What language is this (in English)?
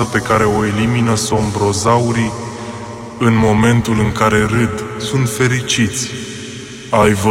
Romanian